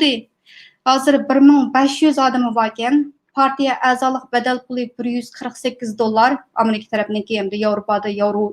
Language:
Uyghur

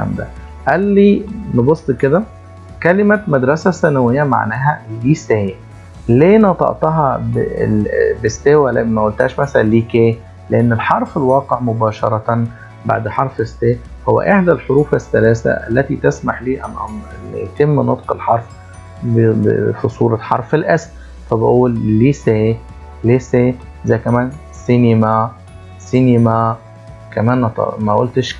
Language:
Egyptian Arabic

